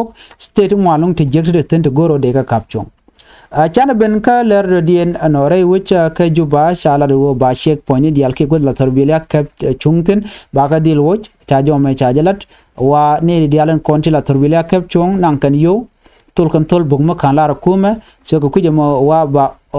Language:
Nuer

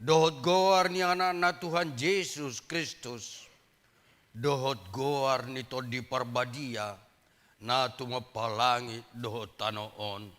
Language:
Batak Toba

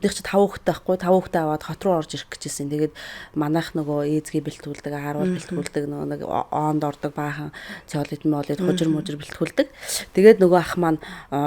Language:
Mongolian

